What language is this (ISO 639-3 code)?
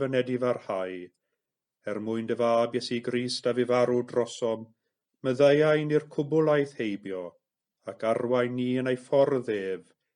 cym